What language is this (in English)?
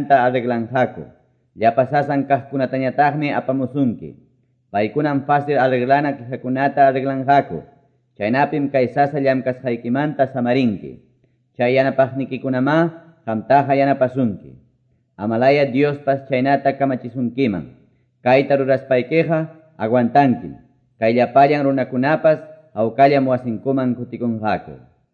Quechua